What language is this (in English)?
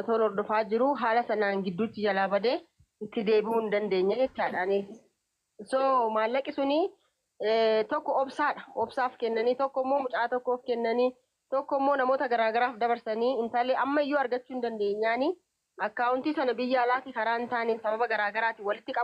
Oromo